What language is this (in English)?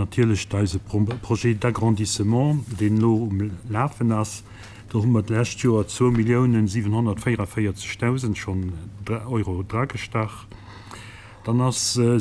Luxembourgish